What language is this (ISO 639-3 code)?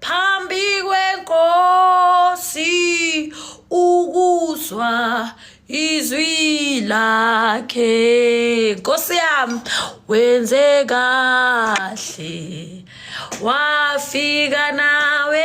zul